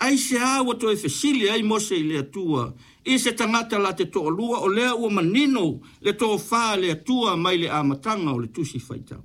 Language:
Samoan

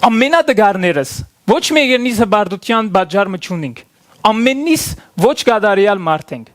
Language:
Western Armenian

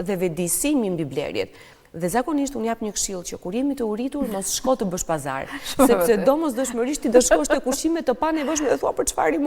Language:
Albanian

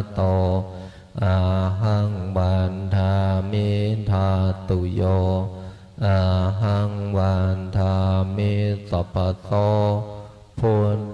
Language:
Pali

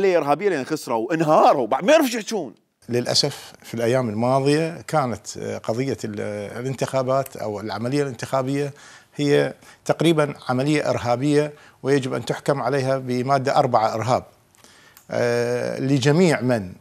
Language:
Mesopotamian Arabic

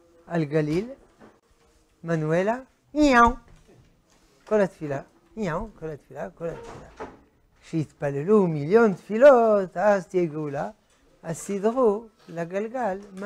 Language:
Hebrew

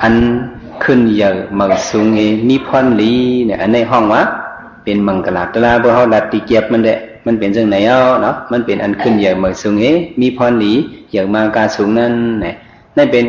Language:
Shan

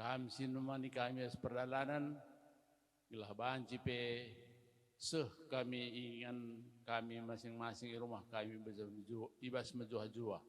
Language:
Batak Karo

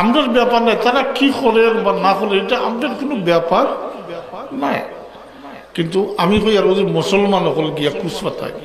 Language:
Sylheti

